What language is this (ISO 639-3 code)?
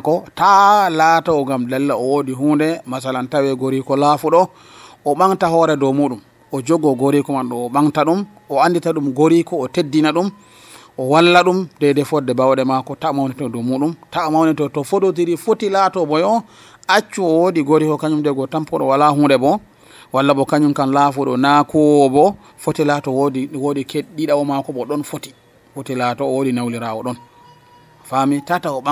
fuv